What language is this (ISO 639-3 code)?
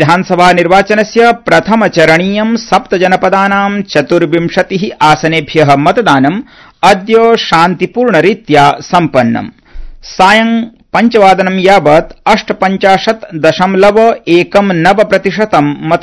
san